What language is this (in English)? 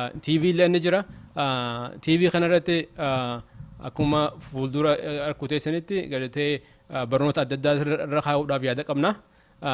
Oromo